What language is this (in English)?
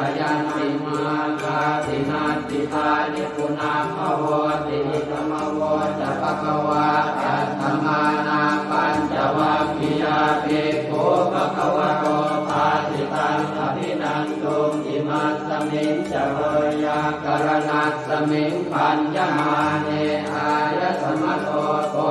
Pali